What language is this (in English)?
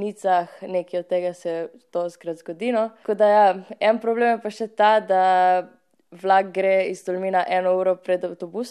Slovenian